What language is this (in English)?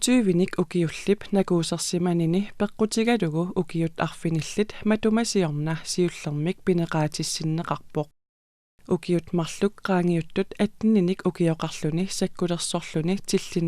Kalaallisut